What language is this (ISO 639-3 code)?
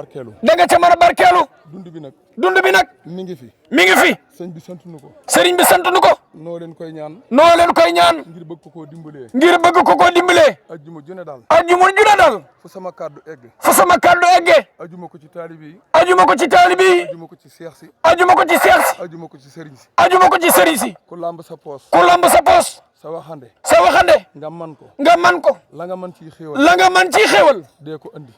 wol